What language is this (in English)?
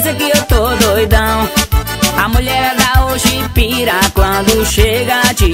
Portuguese